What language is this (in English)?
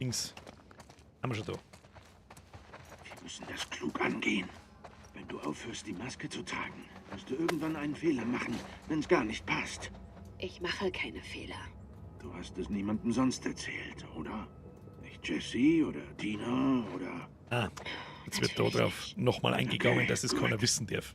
Bavarian